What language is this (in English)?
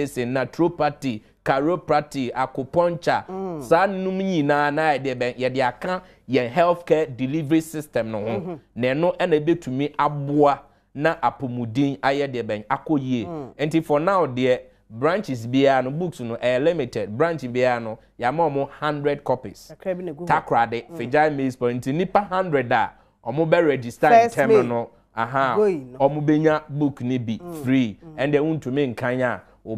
Akan